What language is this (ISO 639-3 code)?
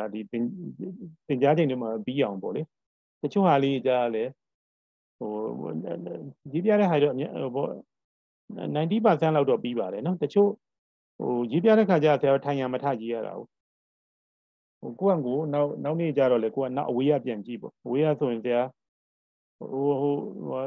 mya